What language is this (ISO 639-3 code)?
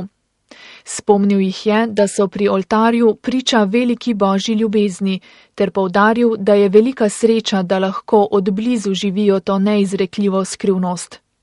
slv